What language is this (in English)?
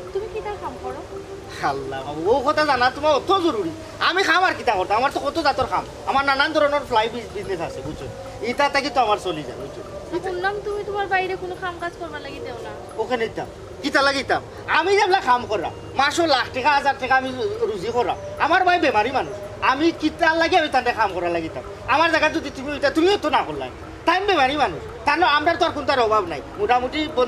Sylheti